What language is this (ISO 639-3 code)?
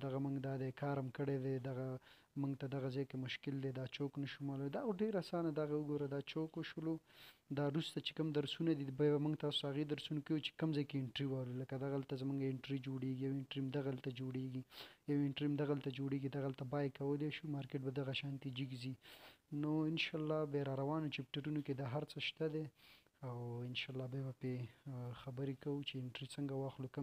pus